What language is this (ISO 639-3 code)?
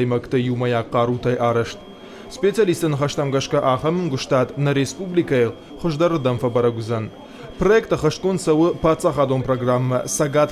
oss